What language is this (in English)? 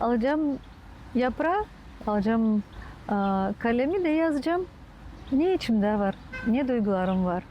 Gagauz